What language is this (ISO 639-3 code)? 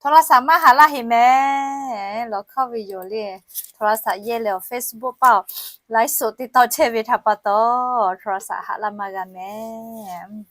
lhu